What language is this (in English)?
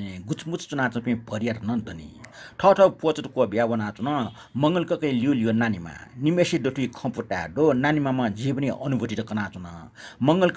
Newari